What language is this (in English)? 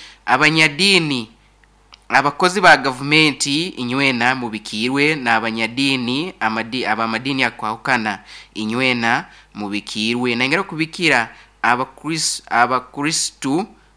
Nyoro